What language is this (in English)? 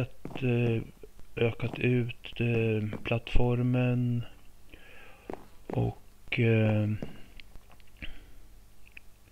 Swedish